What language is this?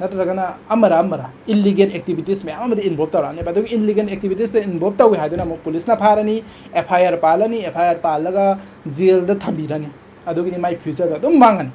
Manipuri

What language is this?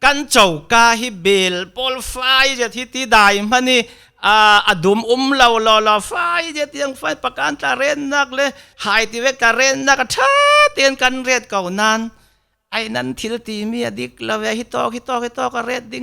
Falam Chin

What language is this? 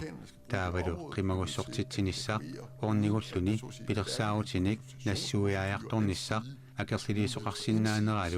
Kalaallisut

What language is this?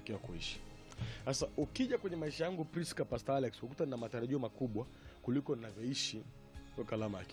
Swahili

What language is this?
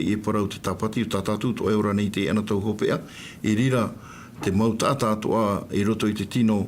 Tahitian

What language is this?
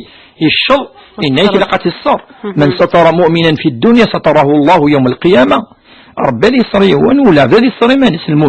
Kabyle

